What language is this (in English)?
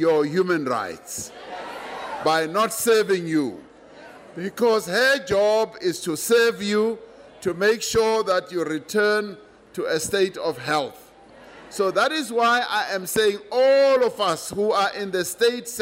English